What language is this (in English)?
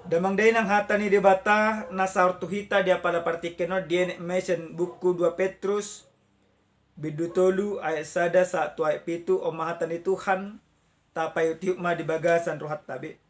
Batak Toba